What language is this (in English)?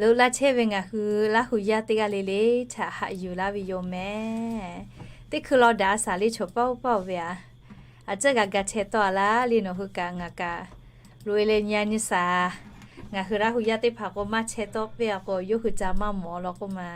Lahu